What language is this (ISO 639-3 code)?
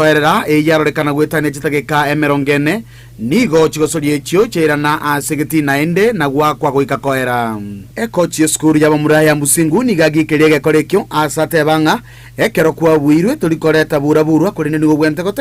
guz